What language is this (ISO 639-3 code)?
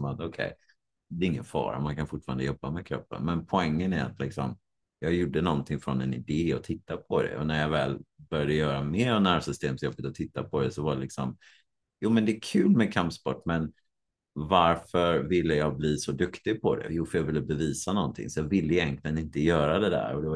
swe